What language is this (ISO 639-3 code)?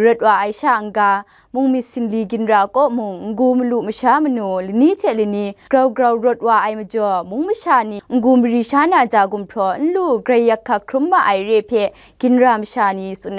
kac